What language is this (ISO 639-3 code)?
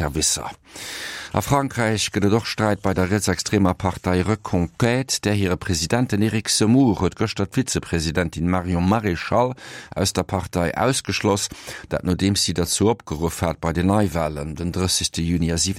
ltz